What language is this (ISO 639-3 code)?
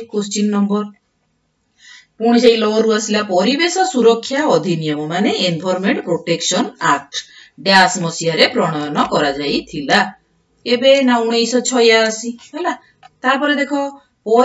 ori